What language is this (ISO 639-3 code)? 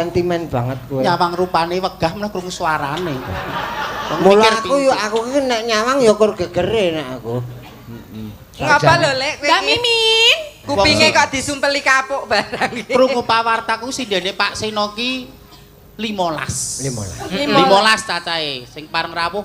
jav